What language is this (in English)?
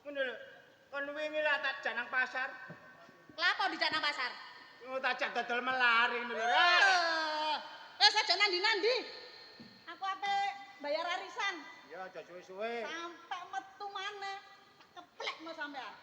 Javanese